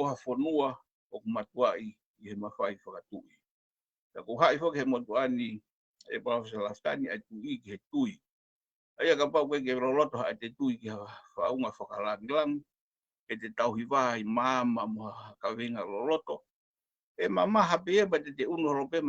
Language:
Tongan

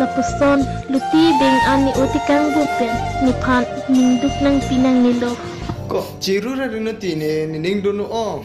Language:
Karbi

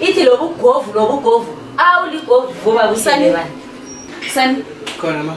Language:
Zulu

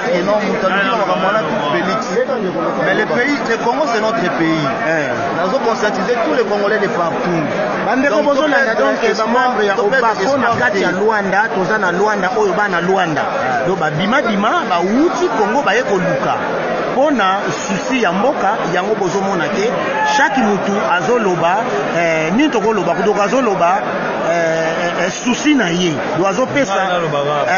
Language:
Lingala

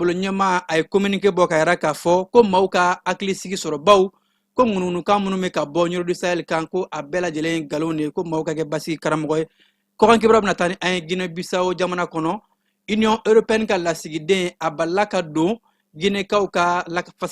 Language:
Bambara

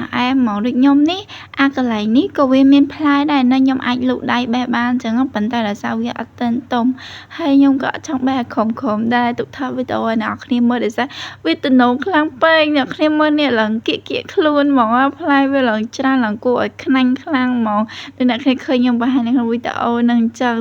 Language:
Khmer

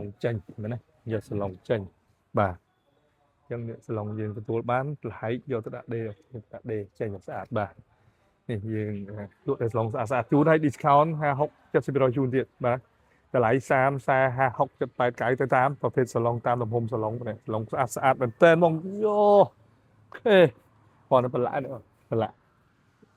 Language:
Khmer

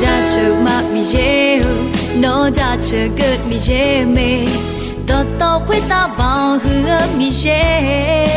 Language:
Akha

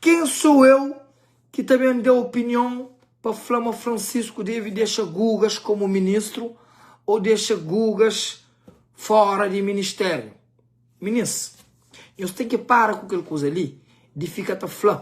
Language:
Kabuverdianu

